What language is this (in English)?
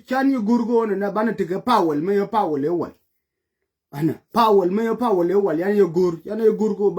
Nuer